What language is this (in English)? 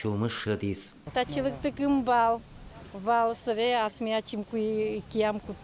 Udmurt